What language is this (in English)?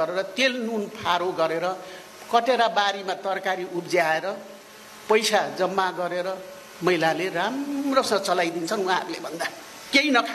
Nepali